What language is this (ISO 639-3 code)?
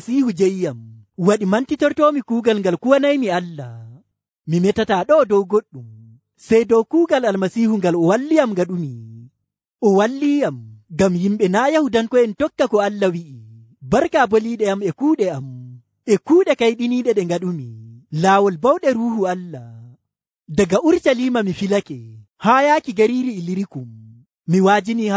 fuv